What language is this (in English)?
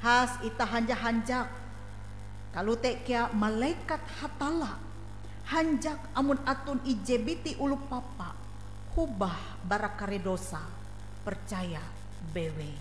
Ngaju